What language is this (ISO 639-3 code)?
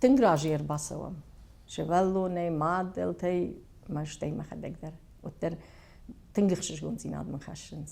oss